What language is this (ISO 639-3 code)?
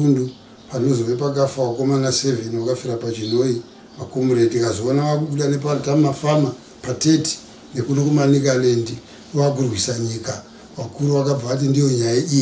sna